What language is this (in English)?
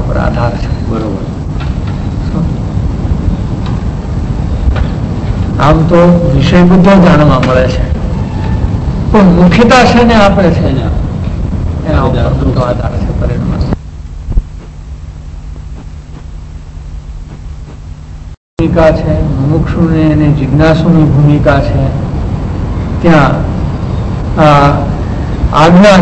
Gujarati